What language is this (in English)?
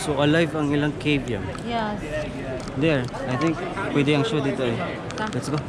Cebuano